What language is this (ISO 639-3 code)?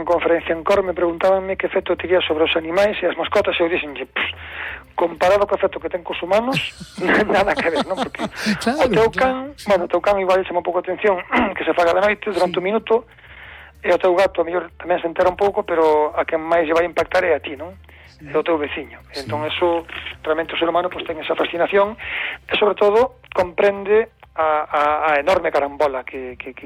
glg